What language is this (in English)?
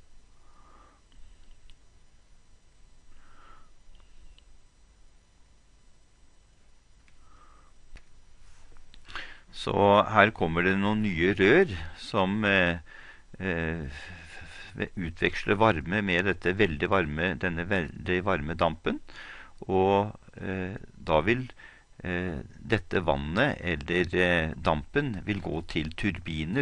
Norwegian